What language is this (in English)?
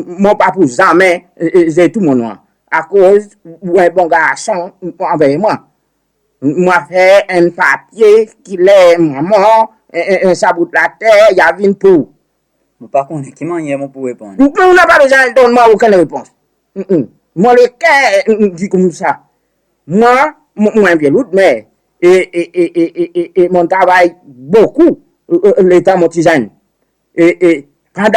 Seselwa Creole French